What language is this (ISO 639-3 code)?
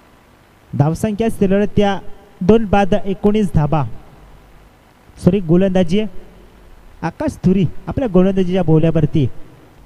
mar